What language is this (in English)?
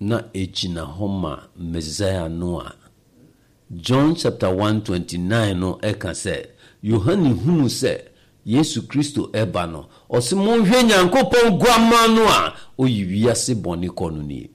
Akan